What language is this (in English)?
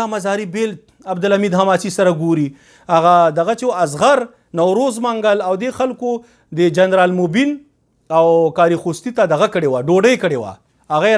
Pashto